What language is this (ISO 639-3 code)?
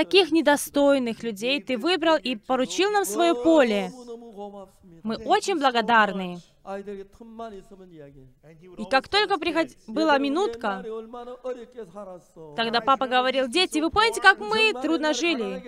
rus